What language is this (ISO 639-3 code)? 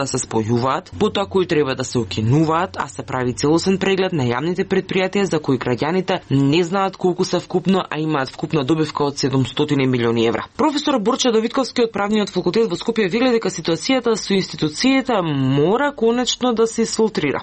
mkd